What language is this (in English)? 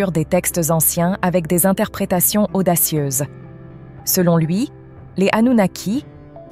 French